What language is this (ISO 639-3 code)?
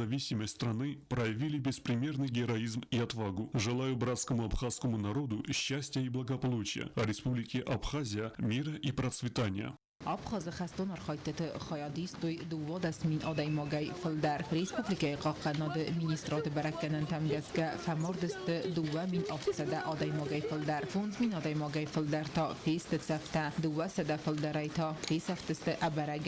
oss